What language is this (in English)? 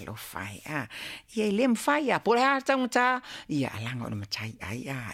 Samoan